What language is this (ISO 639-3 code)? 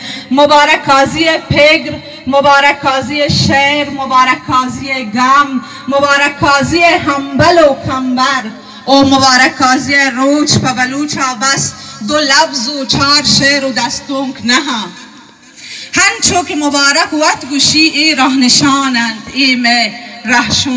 bal